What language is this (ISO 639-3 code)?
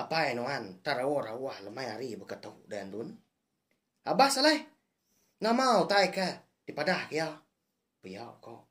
iba